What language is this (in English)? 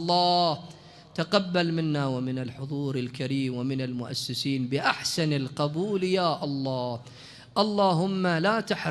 Mesopotamian Arabic